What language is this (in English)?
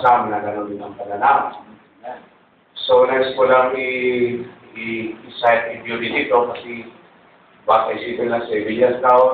Filipino